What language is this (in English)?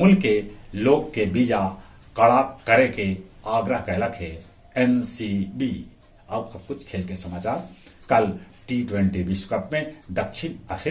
Magahi